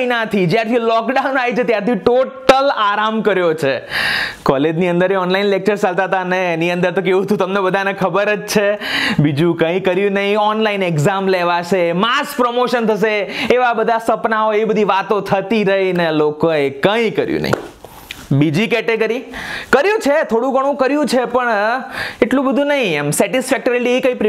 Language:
Gujarati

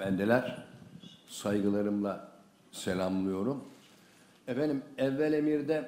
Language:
Turkish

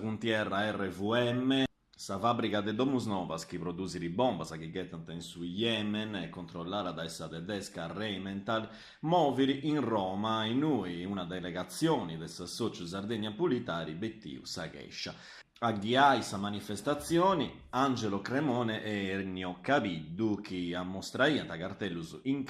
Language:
Sardinian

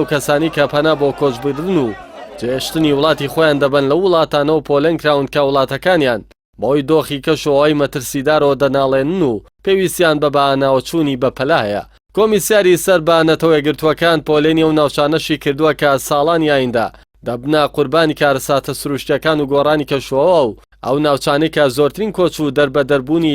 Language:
Central Kurdish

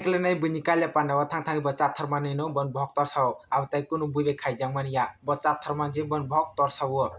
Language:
Kok Borok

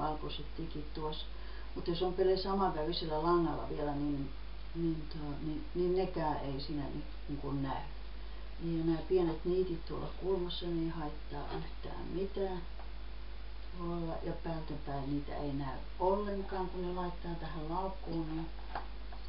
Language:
Finnish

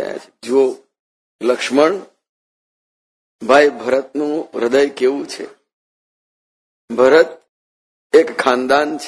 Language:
Gujarati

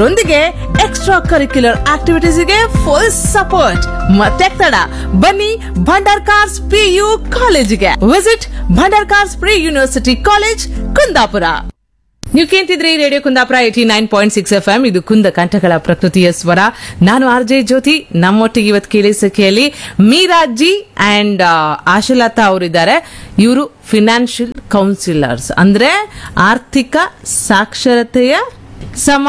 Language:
Kannada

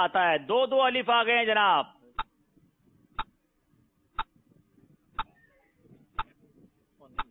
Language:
Urdu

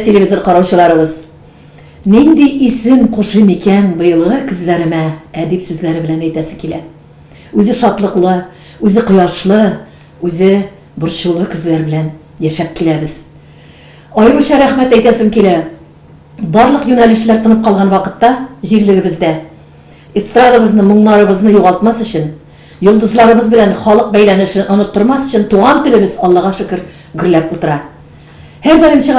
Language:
Tatar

